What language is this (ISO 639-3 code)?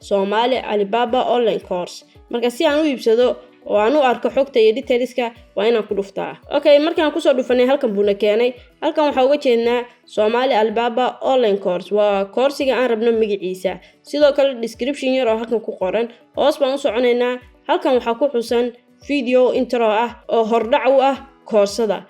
som